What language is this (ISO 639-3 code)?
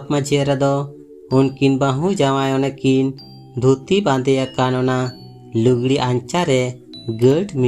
sat